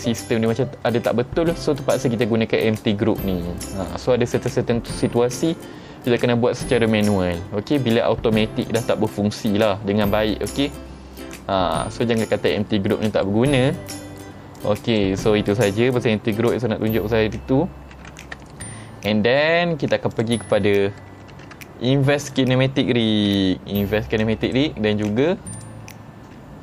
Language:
Malay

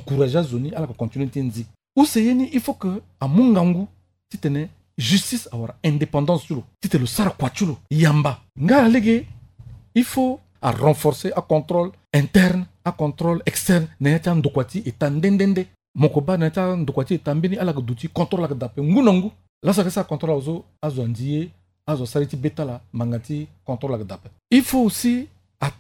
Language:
Sango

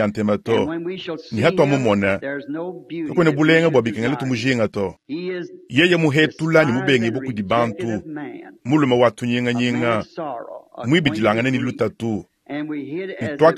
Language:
Luba-Lulua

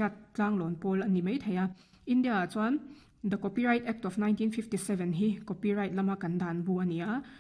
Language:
Mizo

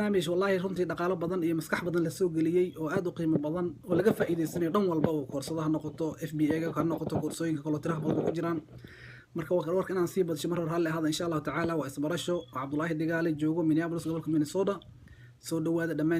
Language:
Somali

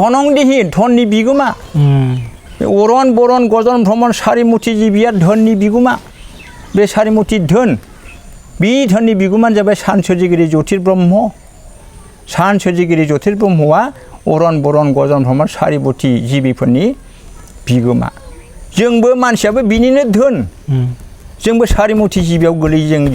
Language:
Bodo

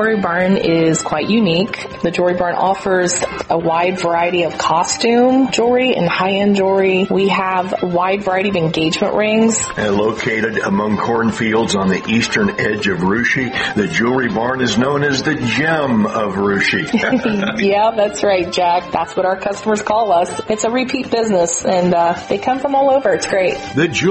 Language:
English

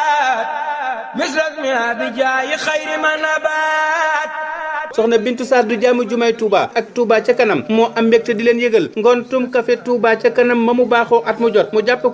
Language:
Wolof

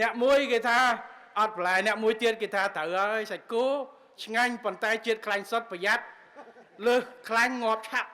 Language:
Khmer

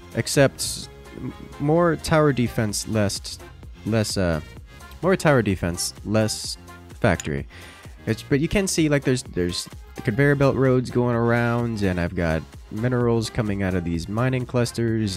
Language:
English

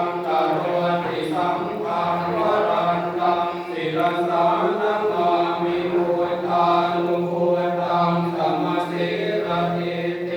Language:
Pali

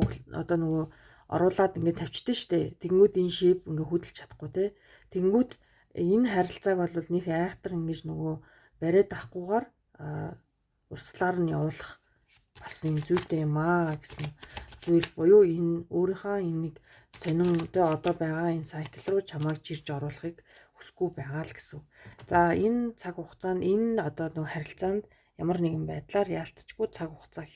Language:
Mongolian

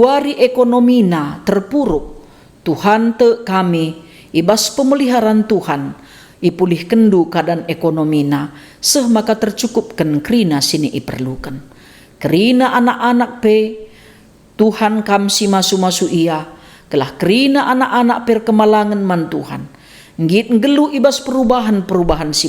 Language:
Batak Karo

